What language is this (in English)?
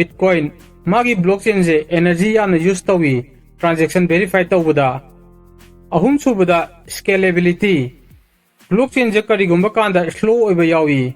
Manipuri